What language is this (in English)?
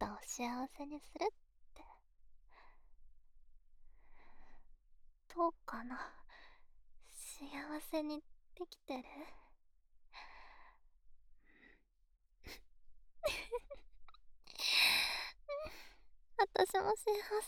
Japanese